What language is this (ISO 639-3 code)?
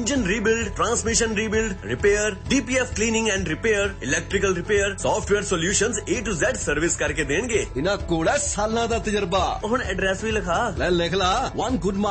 pan